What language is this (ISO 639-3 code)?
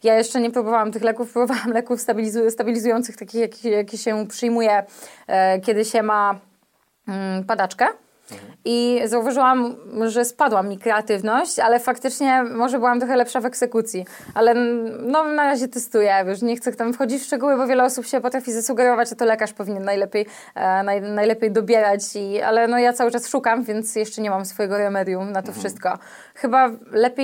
pol